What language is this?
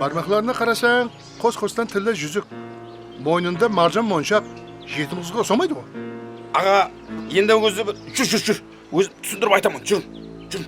Kara-Kalpak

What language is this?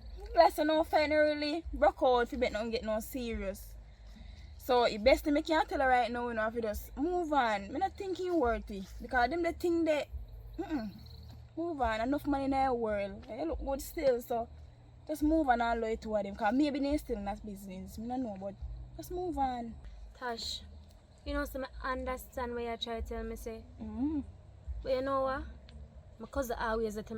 Jamaican Creole English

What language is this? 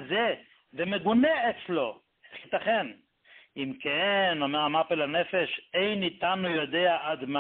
Hebrew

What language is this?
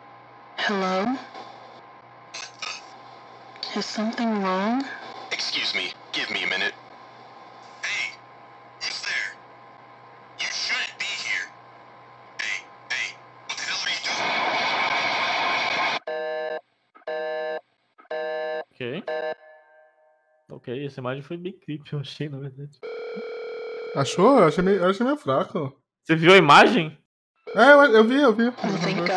Portuguese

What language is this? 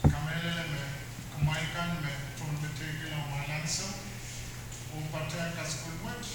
Pohnpeian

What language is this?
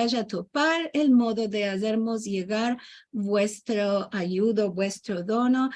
Ladino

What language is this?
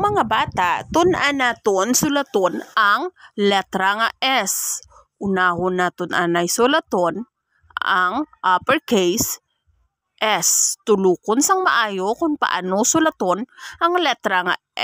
Hiligaynon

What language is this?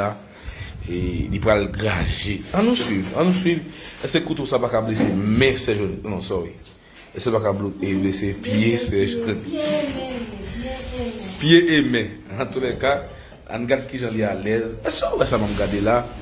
Haitian Creole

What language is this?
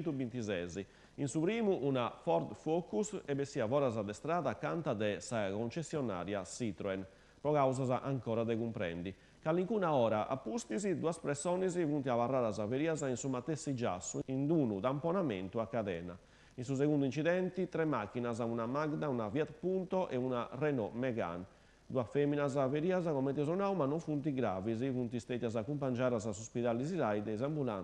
Sardinian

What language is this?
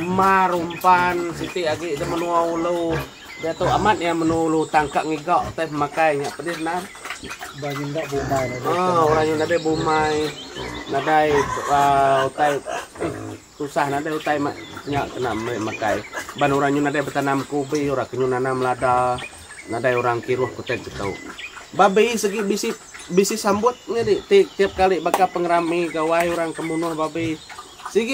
Iban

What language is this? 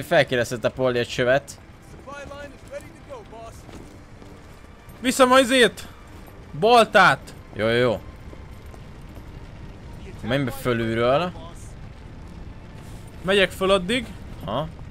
Hungarian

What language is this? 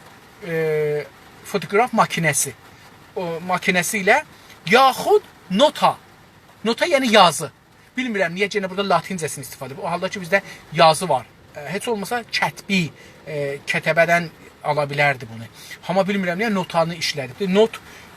South Azerbaijani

